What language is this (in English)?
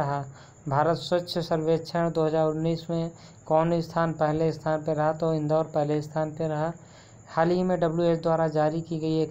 Hindi